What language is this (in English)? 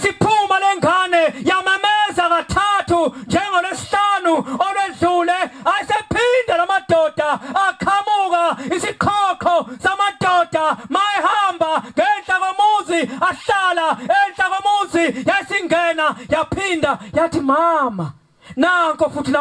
Zulu